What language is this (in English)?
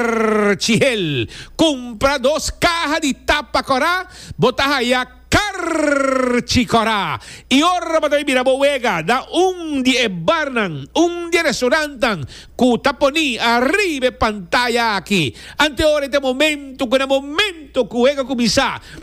Papiamento